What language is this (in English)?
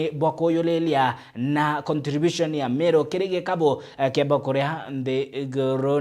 Meru